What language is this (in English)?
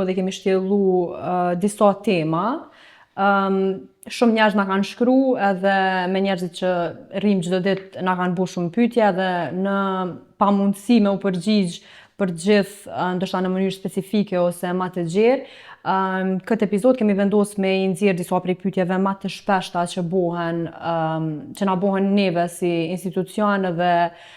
Albanian